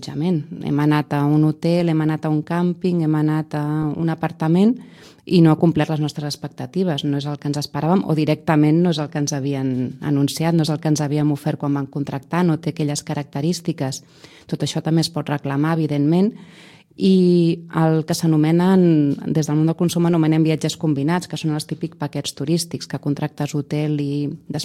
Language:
Catalan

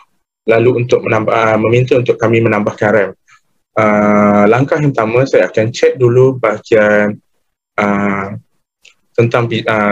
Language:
Malay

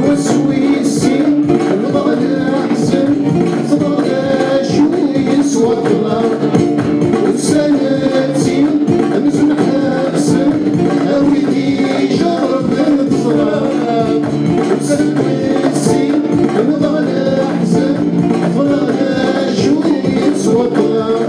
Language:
Kabyle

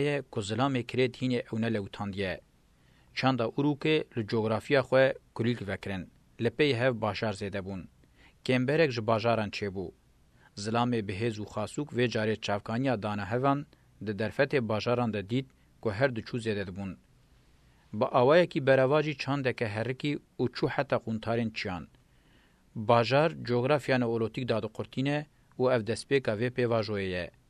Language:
Kurdish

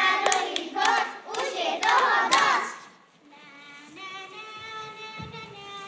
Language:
Slovak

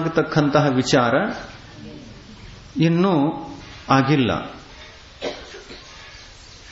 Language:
Kannada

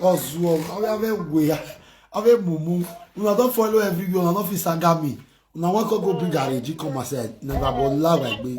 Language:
Nigerian Pidgin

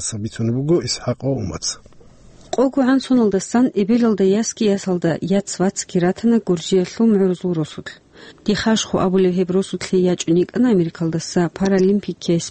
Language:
Avaric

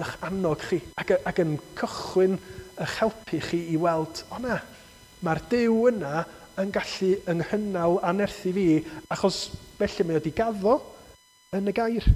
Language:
Welsh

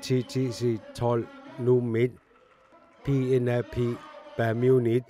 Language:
Kalaallisut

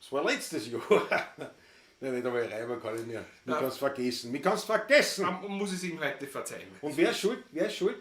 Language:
Bavarian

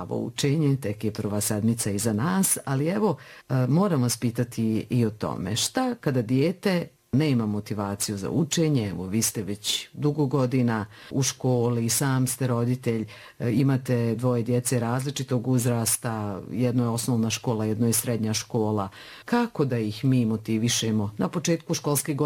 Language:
Bosnian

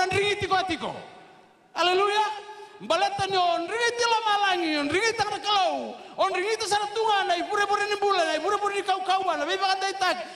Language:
Fijian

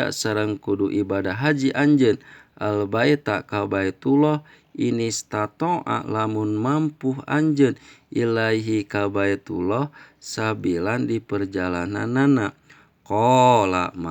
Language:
Sundanese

